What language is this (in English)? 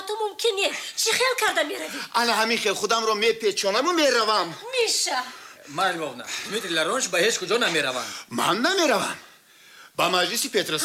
Tajik